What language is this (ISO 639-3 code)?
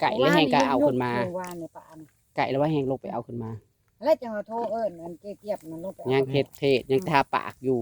tts